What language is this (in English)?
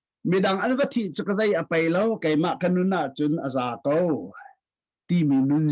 Hakha Chin